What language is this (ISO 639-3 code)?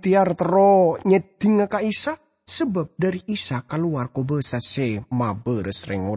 mad